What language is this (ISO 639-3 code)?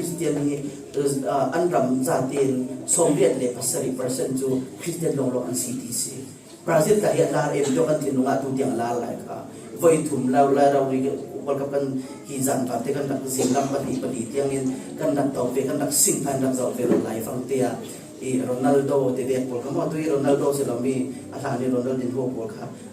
cfm